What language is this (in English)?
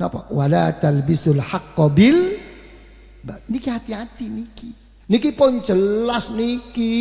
Javanese